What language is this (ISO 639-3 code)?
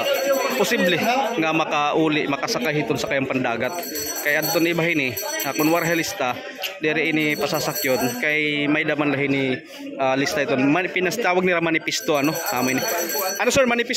war